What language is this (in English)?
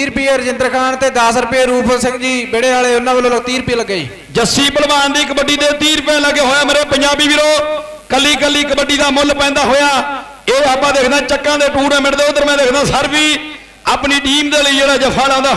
Punjabi